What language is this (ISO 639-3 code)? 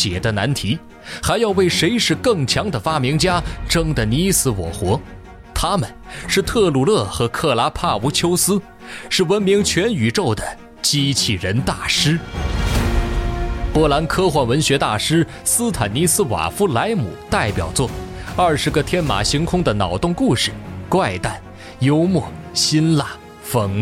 zho